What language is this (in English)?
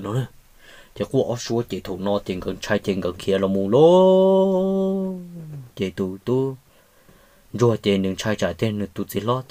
Hmong